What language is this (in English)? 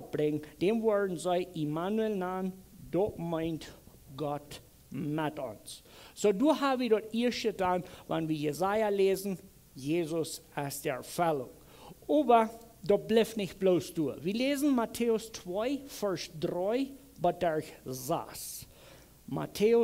Plautdietsch